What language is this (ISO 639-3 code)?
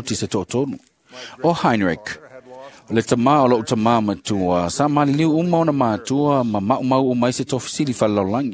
smo